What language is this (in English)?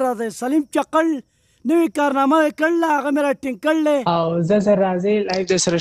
Pashto